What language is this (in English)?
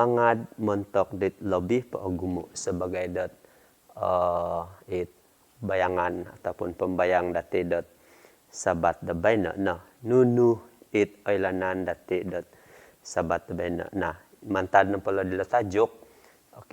Central Dusun